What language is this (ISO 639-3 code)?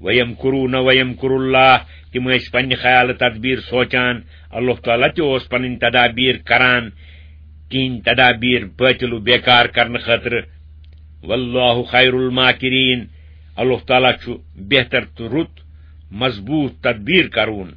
kas